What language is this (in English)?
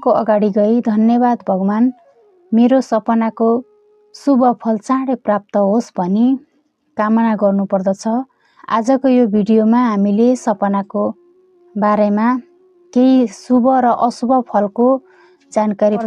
Nepali